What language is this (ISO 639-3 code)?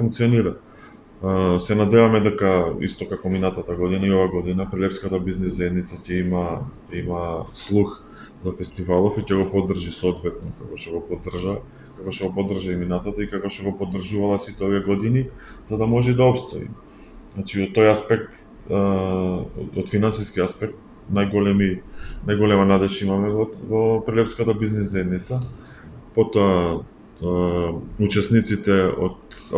mkd